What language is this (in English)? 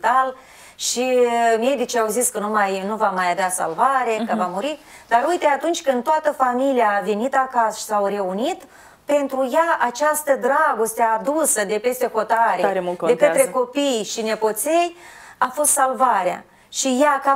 Romanian